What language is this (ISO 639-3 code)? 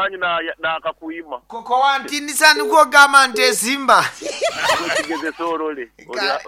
nyn